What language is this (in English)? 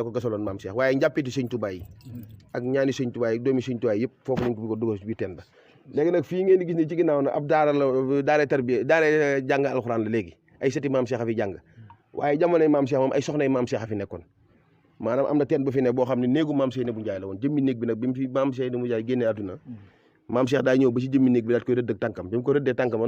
Wolof